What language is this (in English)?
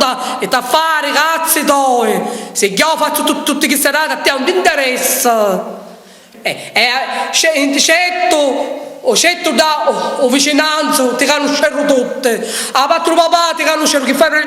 Sicilian